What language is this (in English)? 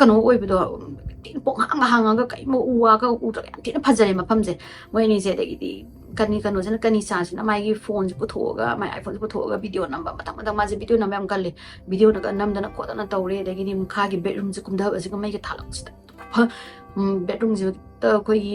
Manipuri